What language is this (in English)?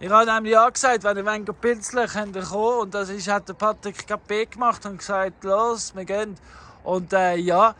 Swiss German